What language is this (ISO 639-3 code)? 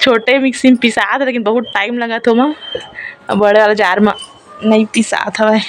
hne